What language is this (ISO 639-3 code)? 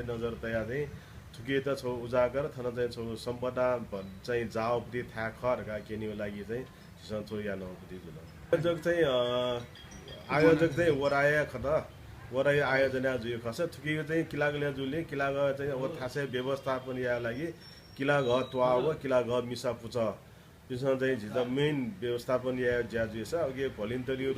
new